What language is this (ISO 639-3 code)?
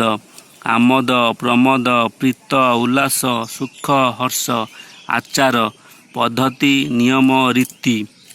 ori